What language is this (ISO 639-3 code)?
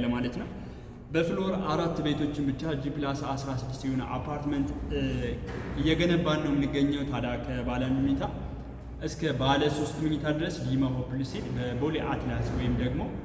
amh